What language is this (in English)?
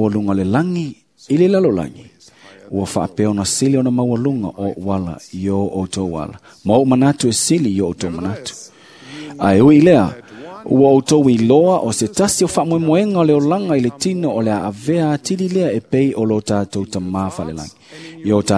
Samoan